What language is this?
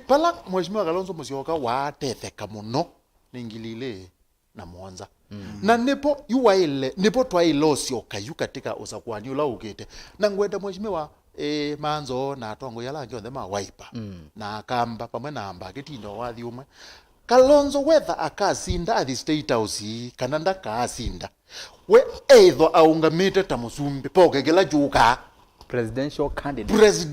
Kamba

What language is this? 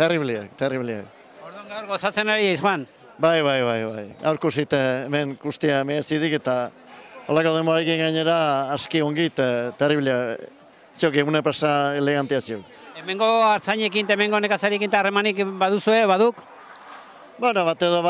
Basque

